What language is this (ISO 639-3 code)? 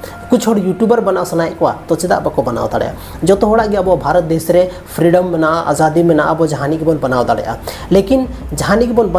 sat